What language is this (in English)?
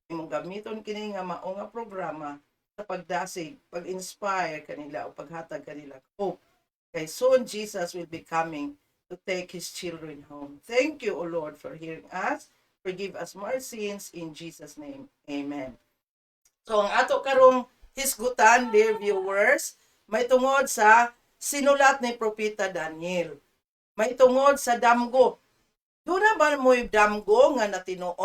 Cebuano